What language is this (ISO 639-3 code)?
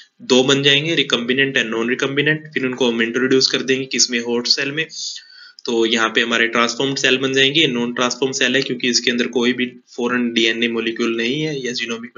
hin